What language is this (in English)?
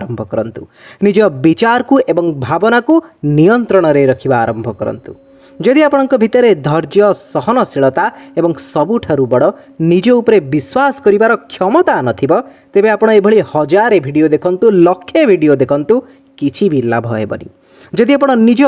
Odia